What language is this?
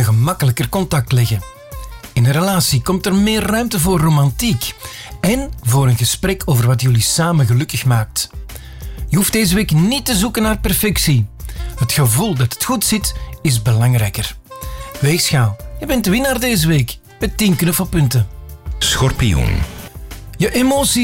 Dutch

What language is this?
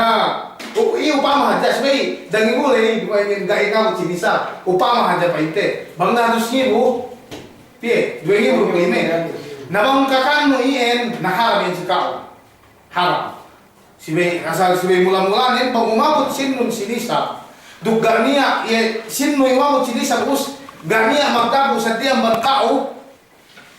Yakan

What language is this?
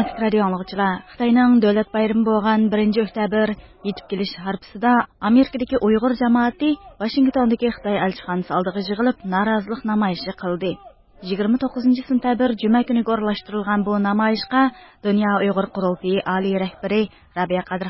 Uyghur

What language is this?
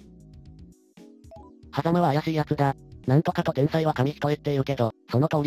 Japanese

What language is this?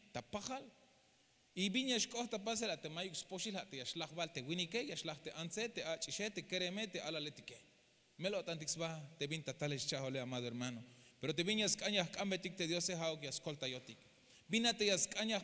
Tzeltal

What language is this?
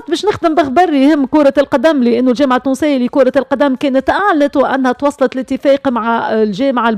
Tunisian Arabic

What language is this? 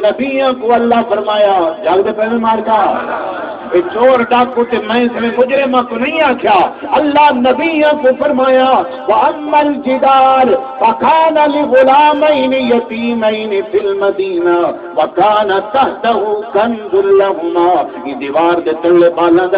Saraiki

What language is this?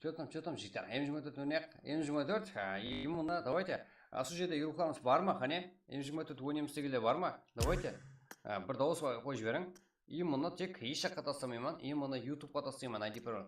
Kara-Kalpak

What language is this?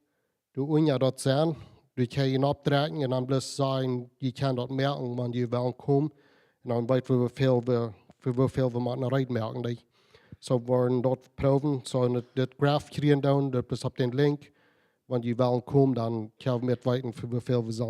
Plautdietsch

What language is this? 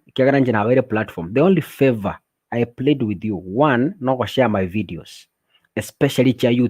Gusii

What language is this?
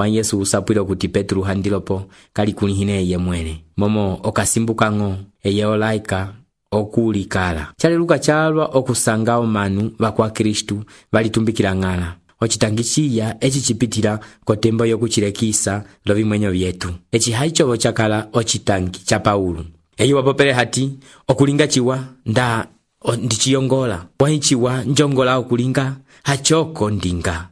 Umbundu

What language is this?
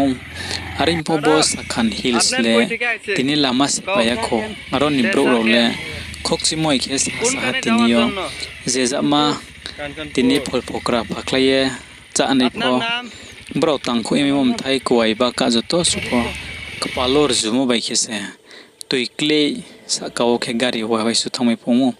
Riang (India)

